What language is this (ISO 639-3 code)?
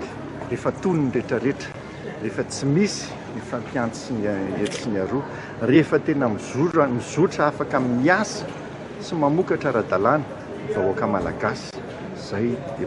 mlg